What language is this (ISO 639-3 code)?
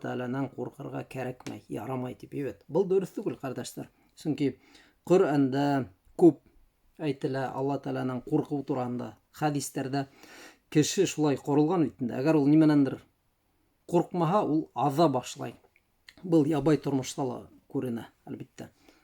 bak